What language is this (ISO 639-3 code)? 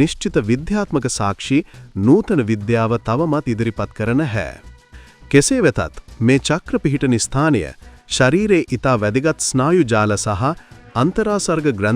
sin